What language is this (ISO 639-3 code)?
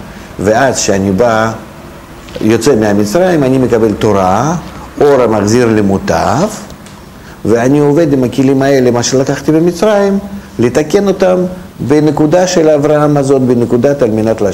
heb